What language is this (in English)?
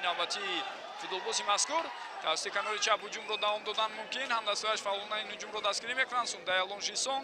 Tajik